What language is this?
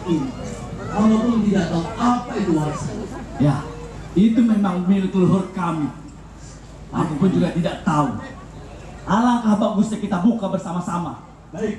Betawi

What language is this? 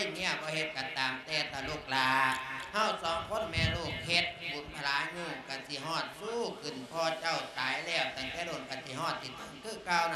Lao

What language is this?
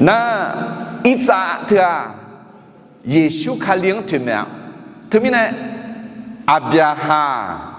Akha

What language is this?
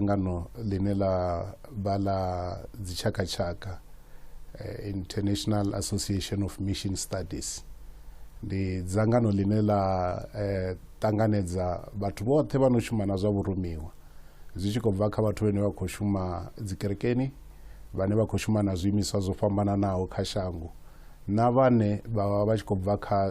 Venda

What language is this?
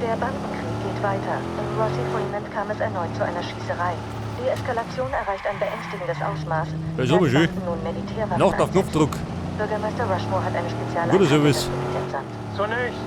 Bavarian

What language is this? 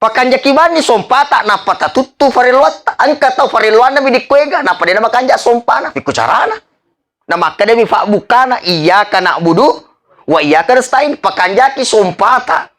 Buginese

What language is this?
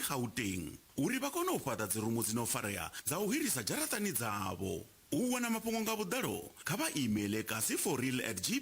Venda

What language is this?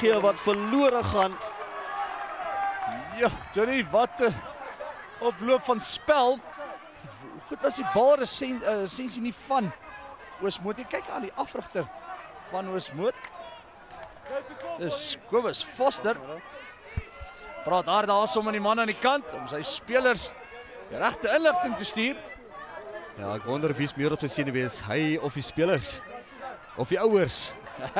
Afrikaans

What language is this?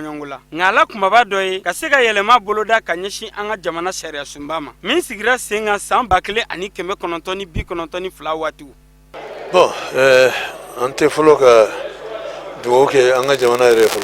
Bambara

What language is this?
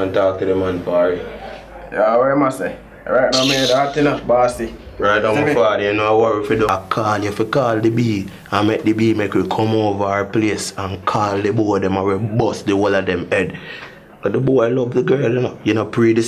Jamaican Creole English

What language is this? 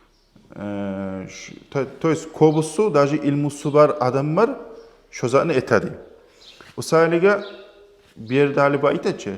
Kumyk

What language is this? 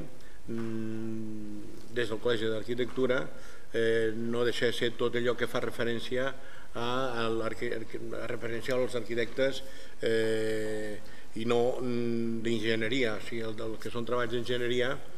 Catalan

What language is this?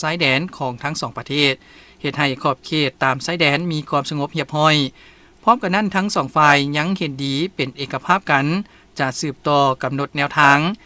Lao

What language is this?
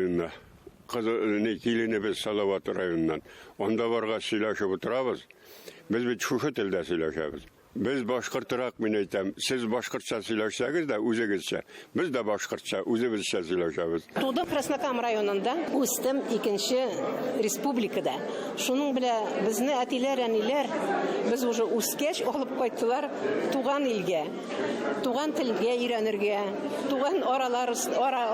Bashkir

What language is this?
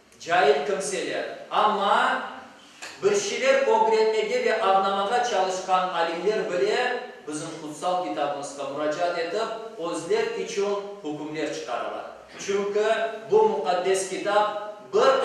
Crimean Tatar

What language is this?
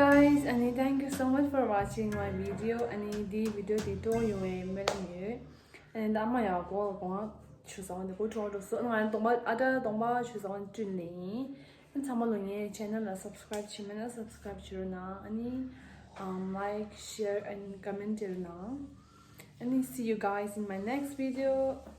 Tibetan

